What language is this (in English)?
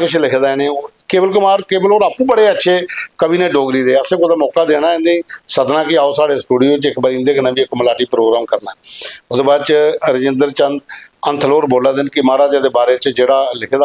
Dogri